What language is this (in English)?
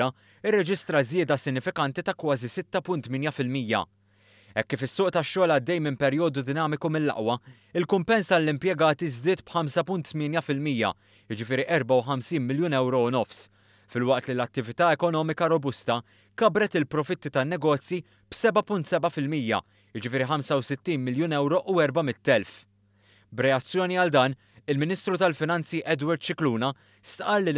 Maltese